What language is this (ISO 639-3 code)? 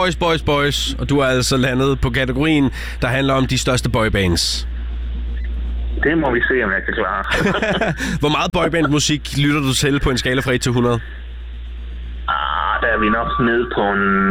dan